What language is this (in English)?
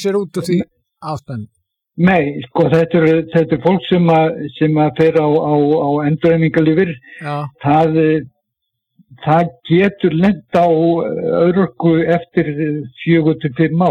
Icelandic